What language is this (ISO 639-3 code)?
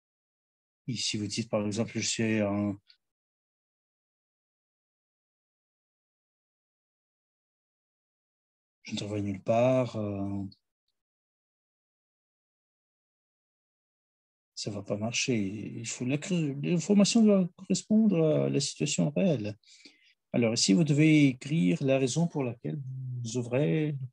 fra